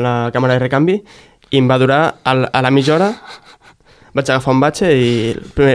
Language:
Catalan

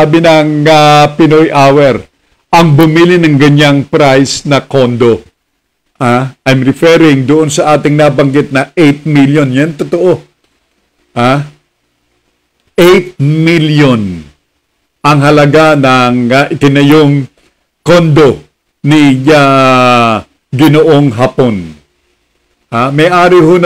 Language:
Filipino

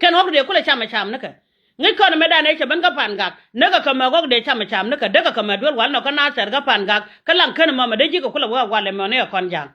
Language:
Nuer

